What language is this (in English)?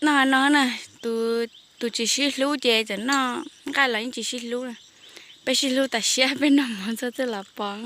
Hmong